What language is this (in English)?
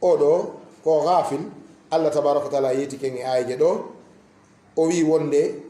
Fula